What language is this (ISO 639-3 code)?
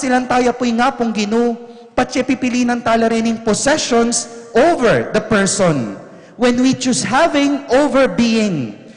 pam